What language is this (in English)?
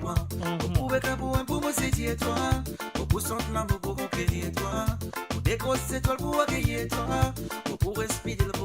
Morisyen